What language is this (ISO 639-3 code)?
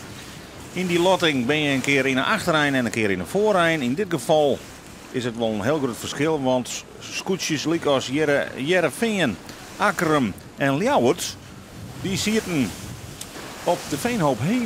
fry